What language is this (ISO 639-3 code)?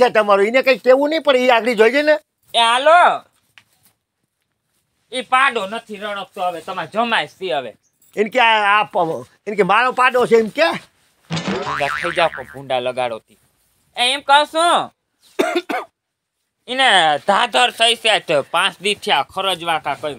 guj